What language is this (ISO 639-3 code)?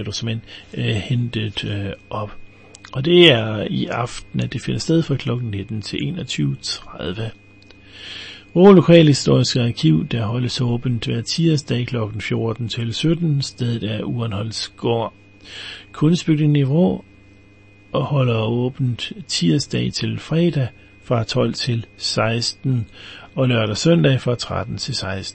dan